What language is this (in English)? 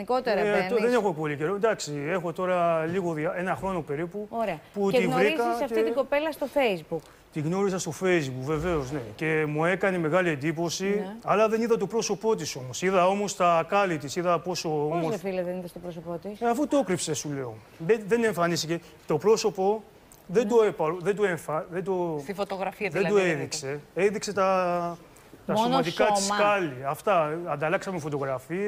Greek